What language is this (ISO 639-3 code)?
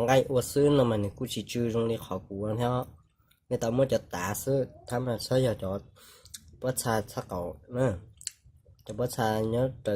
hmn